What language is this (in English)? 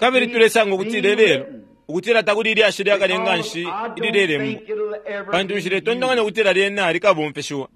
Bemba